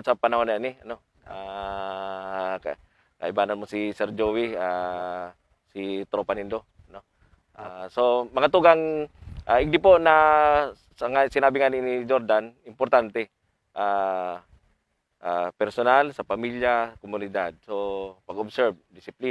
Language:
Bikol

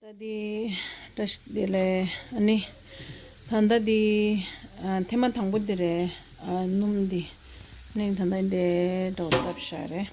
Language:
Tibetan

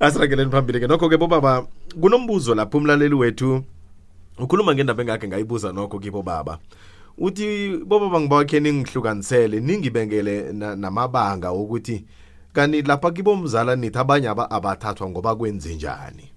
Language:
South Ndebele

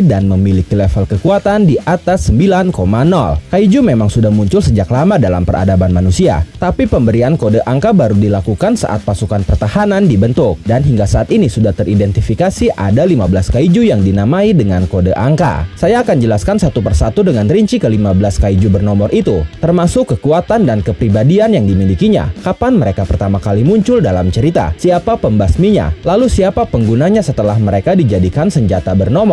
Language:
Indonesian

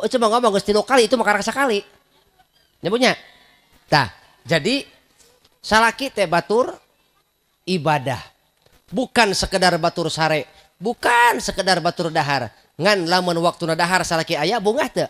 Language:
Sundanese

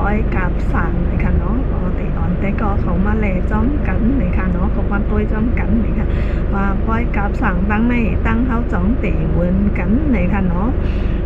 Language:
Shan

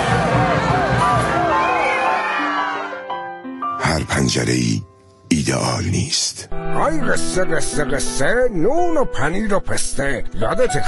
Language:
Persian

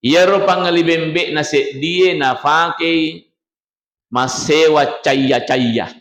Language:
Buginese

